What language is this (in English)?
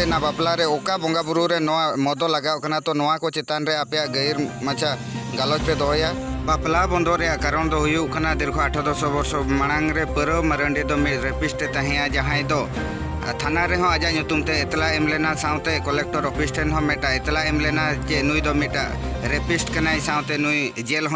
Santali